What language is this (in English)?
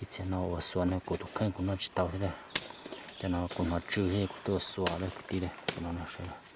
Hmong